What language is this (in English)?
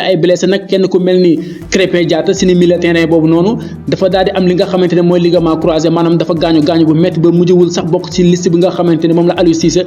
Wolof